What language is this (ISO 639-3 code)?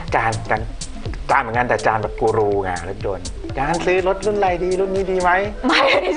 tha